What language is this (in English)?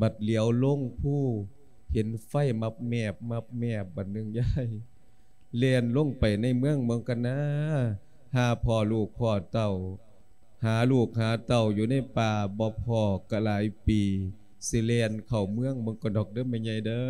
Lao